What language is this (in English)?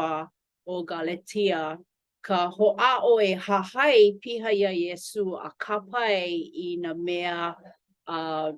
Hawaiian